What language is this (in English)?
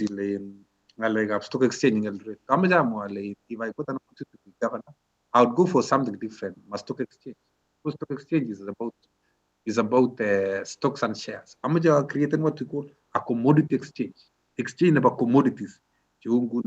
Kalenjin